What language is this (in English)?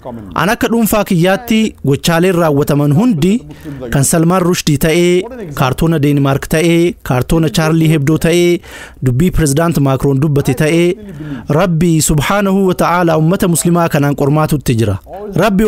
Oromo